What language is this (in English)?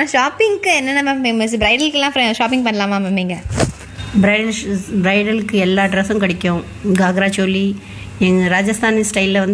Tamil